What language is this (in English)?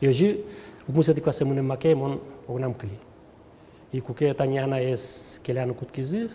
Udmurt